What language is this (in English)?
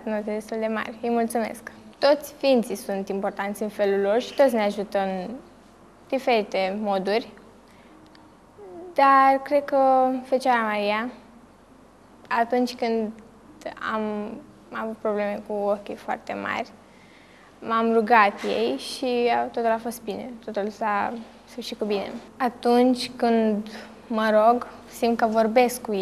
Romanian